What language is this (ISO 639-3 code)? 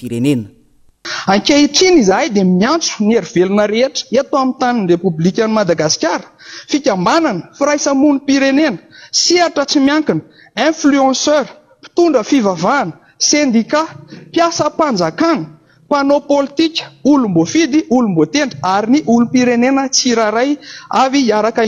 mlg